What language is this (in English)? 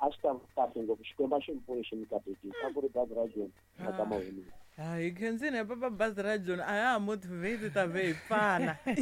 Tsonga